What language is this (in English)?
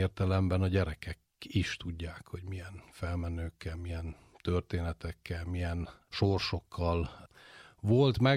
Hungarian